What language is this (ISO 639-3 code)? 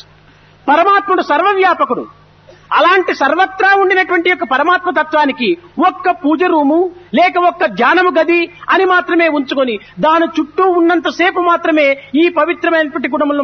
tel